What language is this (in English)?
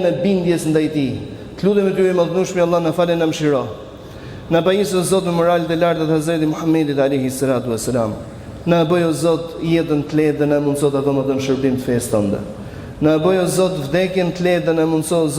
Albanian